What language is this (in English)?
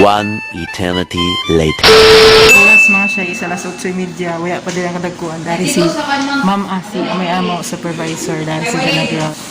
Cebuano